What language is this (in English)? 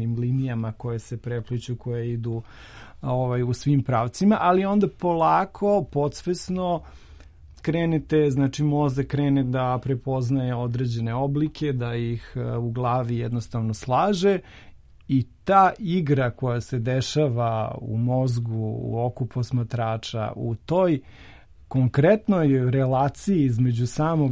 Serbian